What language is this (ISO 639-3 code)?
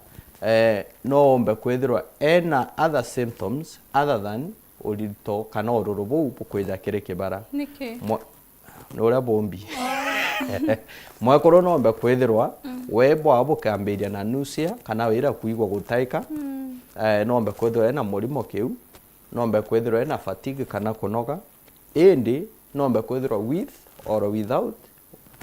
mer